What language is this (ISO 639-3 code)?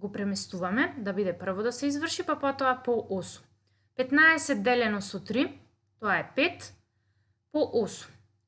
mkd